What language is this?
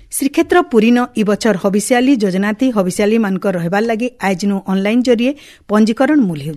Odia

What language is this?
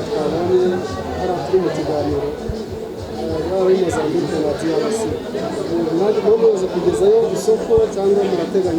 Kinyarwanda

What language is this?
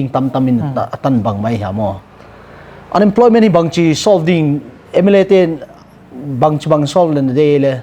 Paite Chin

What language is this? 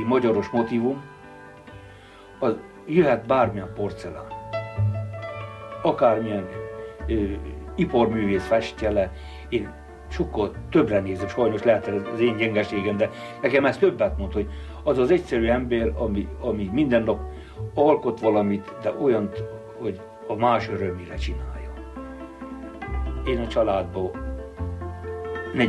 Hungarian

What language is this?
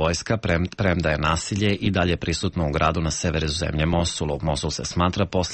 Serbian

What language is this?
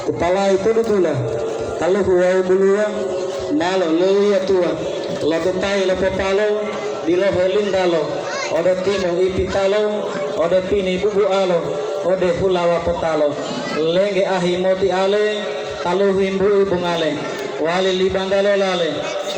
Gorontalo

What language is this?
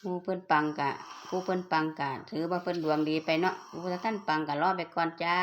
Northeastern Thai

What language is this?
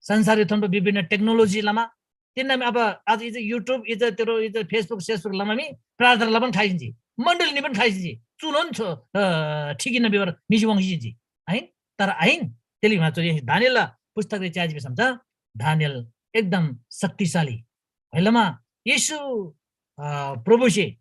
Eastern Tamang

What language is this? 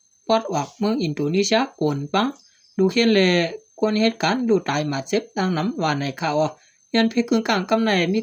Shan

